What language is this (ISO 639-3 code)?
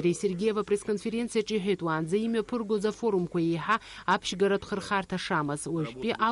abk